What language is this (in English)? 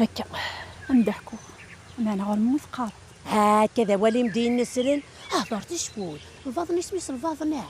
Kabyle